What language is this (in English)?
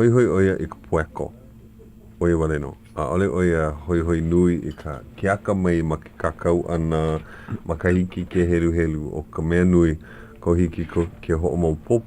Hawaiian